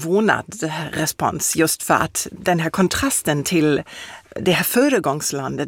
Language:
Swedish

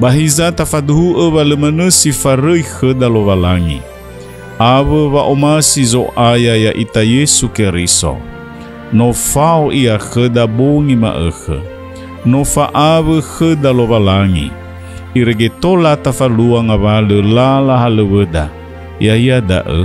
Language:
Nias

